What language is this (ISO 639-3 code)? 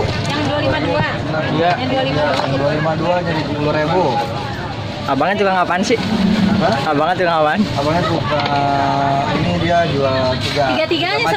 bew